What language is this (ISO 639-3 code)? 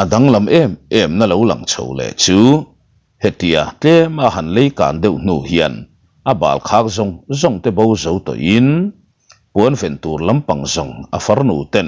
lus